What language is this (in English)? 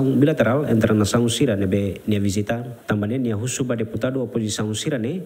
Tetum